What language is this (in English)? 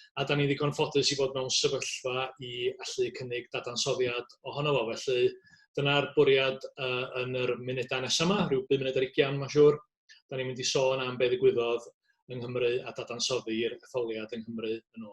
Welsh